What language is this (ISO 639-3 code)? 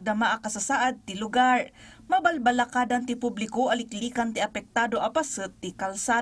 ilo